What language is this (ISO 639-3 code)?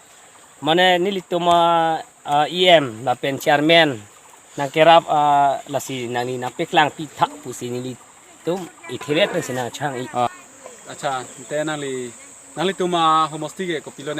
mjw